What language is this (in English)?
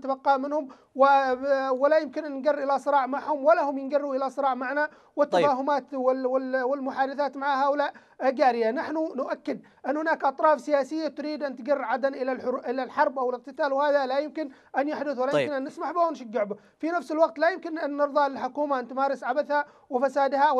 Arabic